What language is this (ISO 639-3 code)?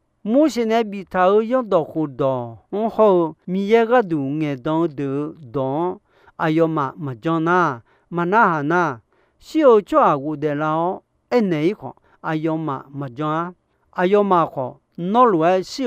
ahk